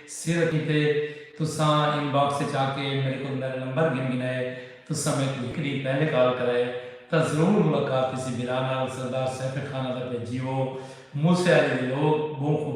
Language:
Saraiki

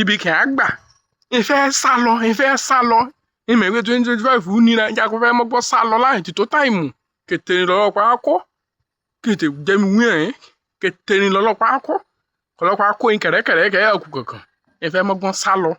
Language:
Yoruba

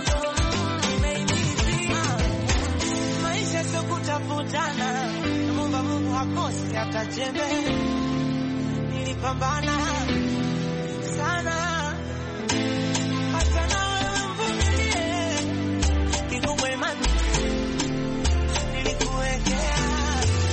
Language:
Swahili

